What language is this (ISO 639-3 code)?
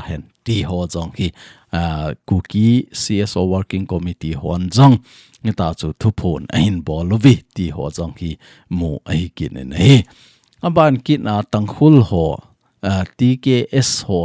tcz